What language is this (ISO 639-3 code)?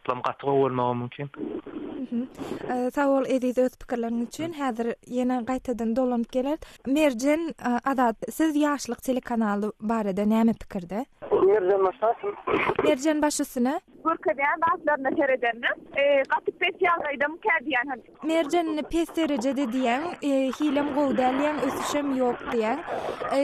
tuk